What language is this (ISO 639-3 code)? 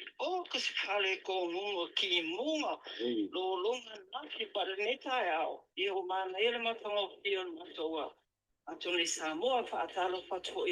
smo